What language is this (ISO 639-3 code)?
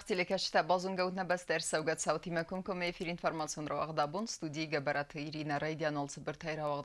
oss